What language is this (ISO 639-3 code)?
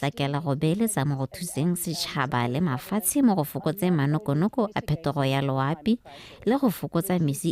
tsn